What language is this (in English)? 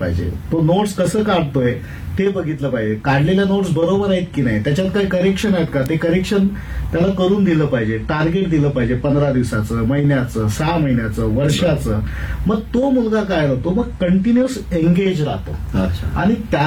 Marathi